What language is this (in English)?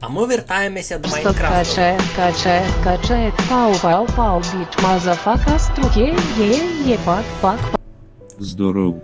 Rusyn